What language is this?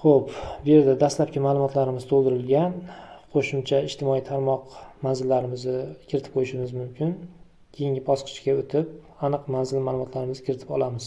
Uzbek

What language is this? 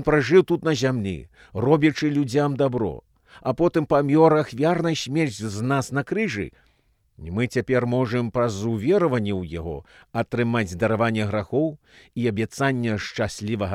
Belarusian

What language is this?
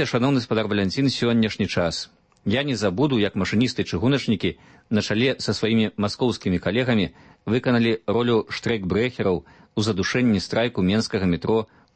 Belarusian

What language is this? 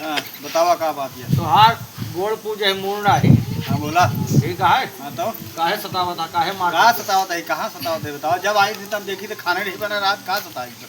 Awadhi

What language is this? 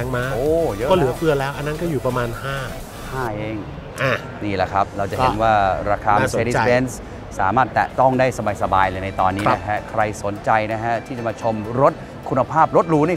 Thai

